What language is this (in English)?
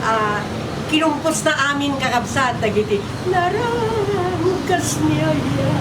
Iloko